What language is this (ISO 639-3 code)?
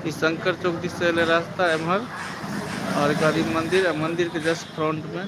mai